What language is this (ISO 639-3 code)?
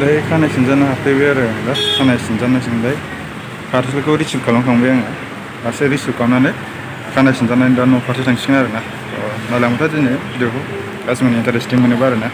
brx